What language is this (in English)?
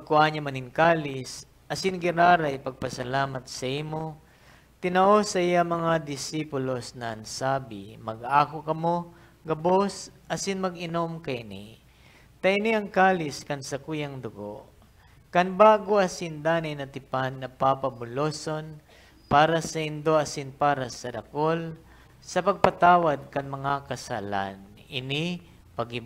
Bikol